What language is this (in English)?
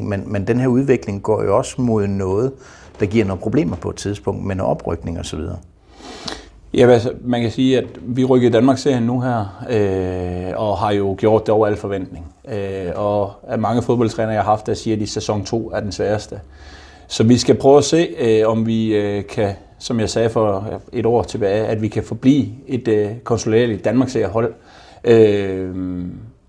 Danish